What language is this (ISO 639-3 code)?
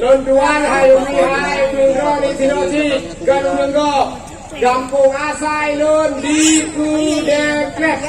ace